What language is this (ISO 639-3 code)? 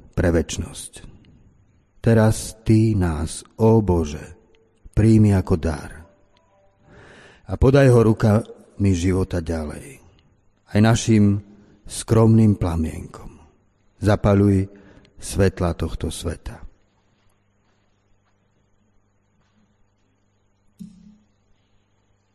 slk